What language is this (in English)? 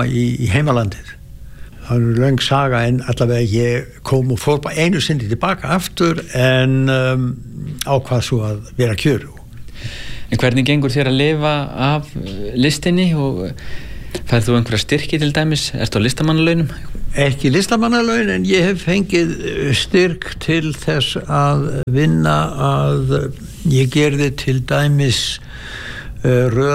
Icelandic